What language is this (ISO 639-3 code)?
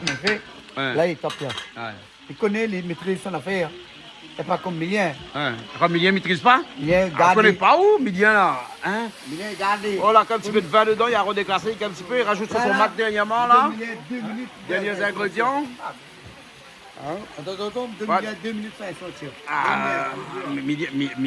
rcf